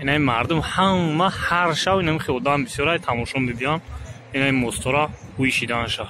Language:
Tajik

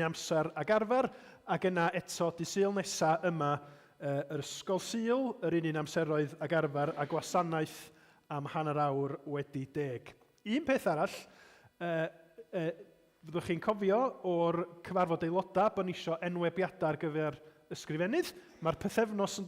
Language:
Welsh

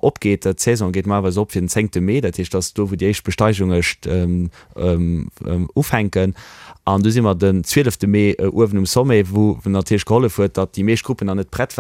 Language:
Luxembourgish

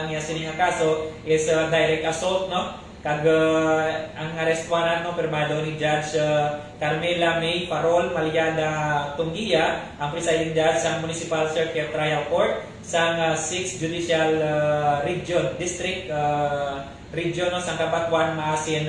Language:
Hiligaynon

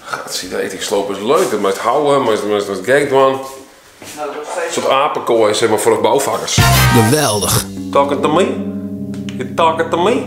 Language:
Western Frisian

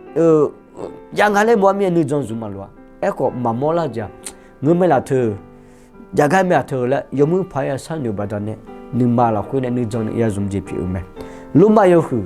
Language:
Akha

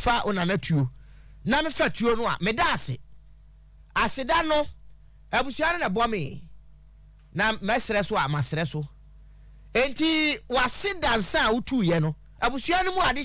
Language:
Akan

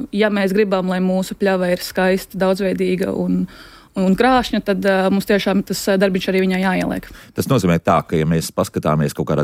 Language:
Latvian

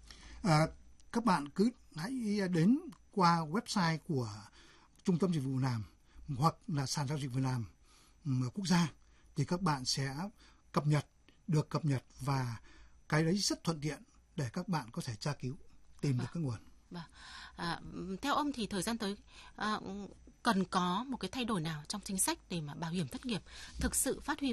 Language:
Vietnamese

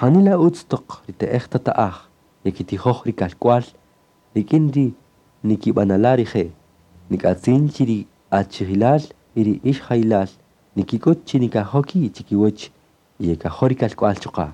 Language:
Kaqchikel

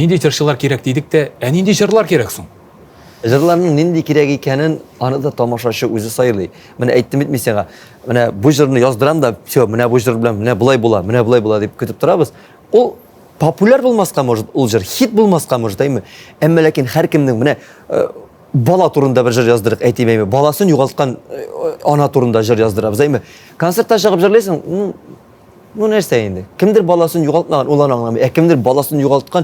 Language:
Tatar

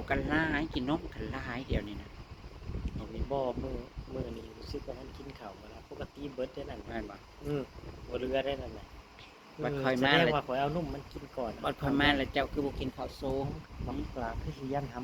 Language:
Northeastern Thai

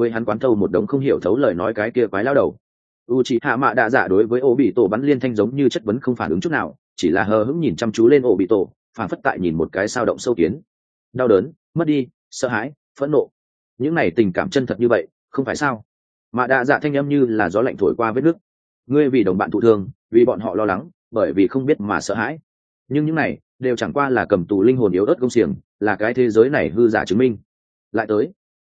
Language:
Vietnamese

